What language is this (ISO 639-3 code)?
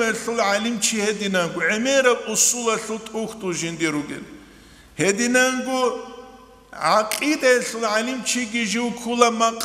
ava